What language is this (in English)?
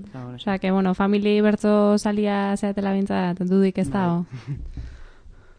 Basque